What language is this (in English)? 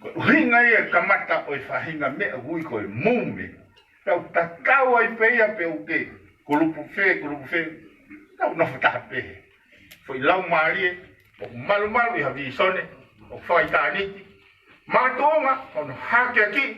Tongan